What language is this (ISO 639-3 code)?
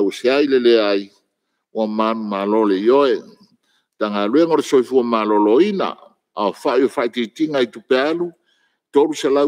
smo